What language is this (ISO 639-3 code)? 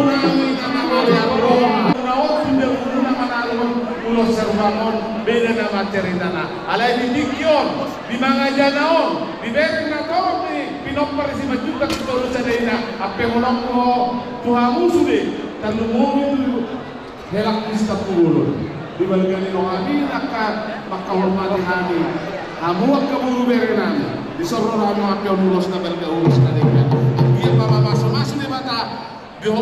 bbc